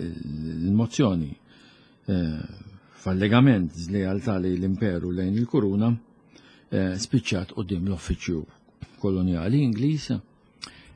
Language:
Maltese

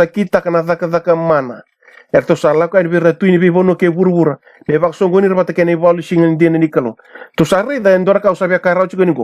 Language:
Fijian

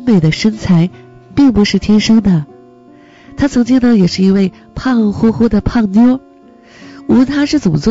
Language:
Chinese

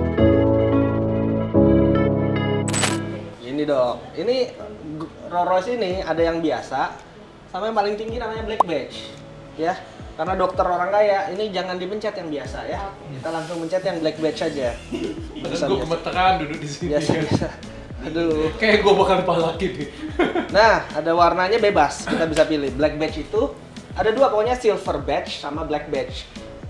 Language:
Indonesian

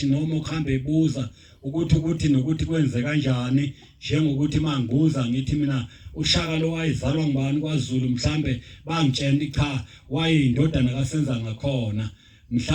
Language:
Zulu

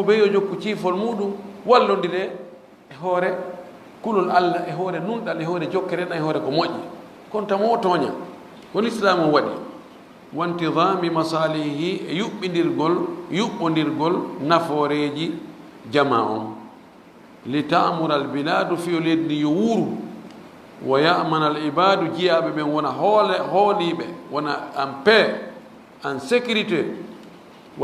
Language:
Fula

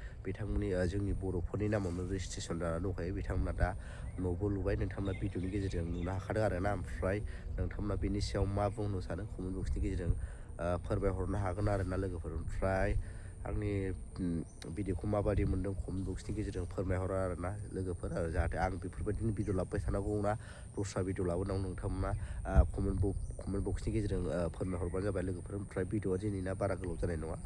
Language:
Bodo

